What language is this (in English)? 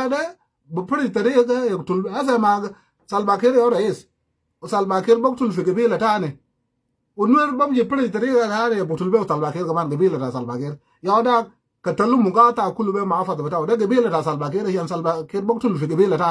Sudanese Creole Arabic